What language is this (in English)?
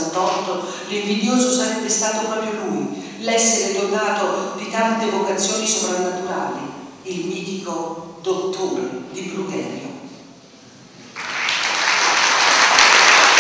Italian